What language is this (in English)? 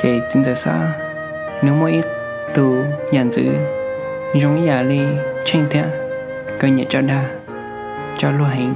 Hmong